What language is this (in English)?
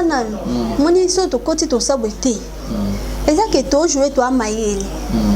Lingala